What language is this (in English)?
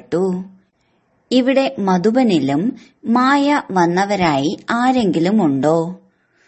Malayalam